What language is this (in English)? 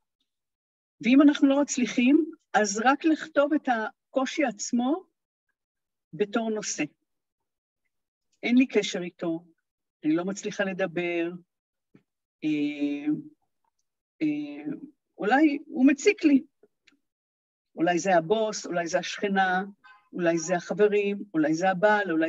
Hebrew